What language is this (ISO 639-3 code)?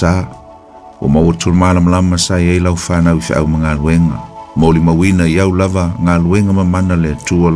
smo